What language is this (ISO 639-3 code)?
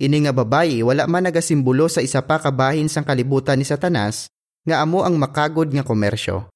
hil